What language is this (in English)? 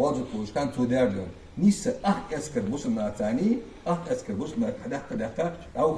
Ingush